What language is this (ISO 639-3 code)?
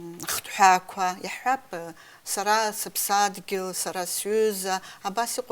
abk